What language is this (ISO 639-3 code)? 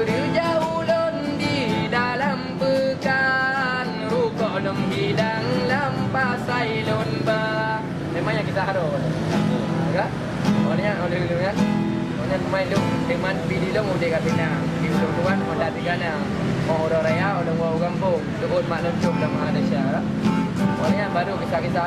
ace